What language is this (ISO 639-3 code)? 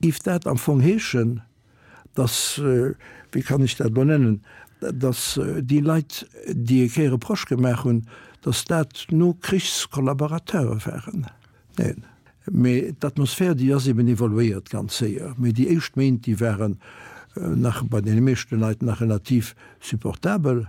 ltz